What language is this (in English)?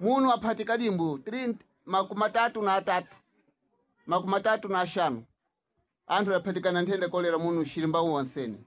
Sena